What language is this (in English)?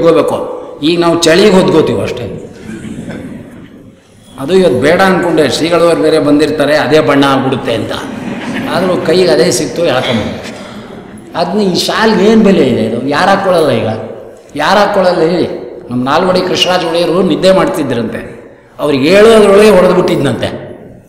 Kannada